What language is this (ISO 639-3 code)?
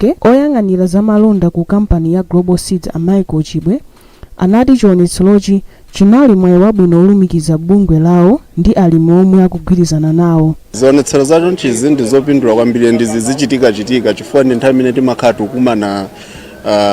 nya